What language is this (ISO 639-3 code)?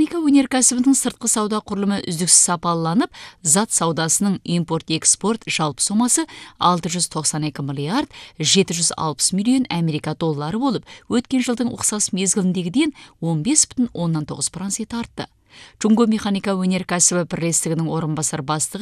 kaz